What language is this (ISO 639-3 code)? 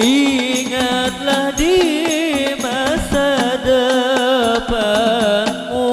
bjn